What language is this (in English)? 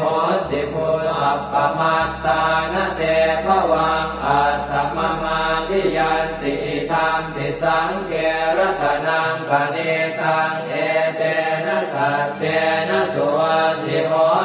Pali